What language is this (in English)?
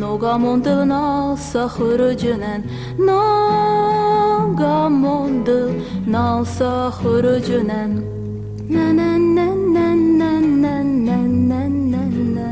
Ossetic